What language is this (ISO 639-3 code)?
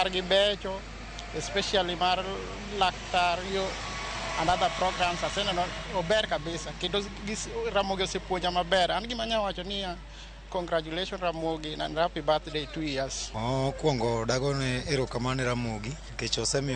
luo